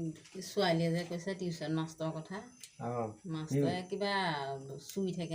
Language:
Assamese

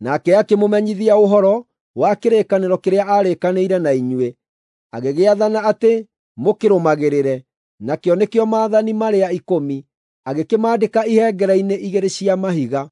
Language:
Kikuyu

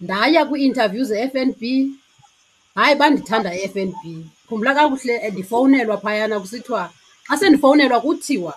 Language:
Xhosa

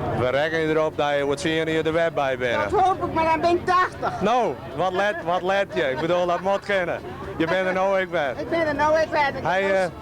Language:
Western Frisian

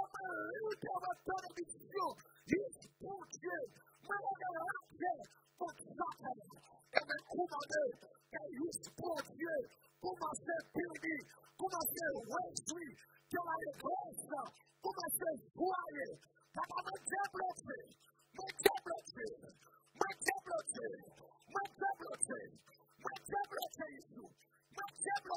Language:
French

